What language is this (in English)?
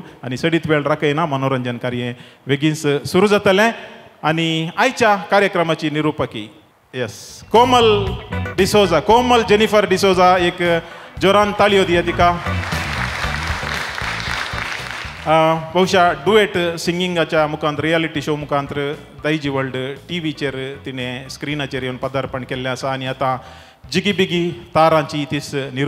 Konkani